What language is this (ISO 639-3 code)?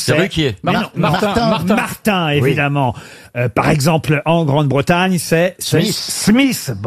fra